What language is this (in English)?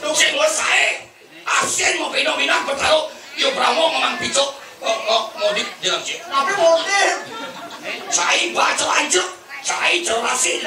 Balinese